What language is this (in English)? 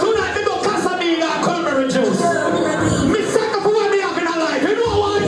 Jamaican Creole English